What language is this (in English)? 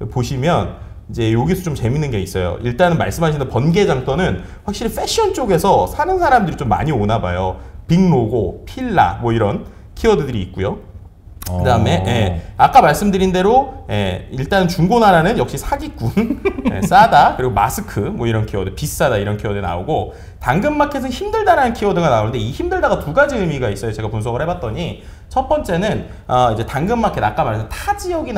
Korean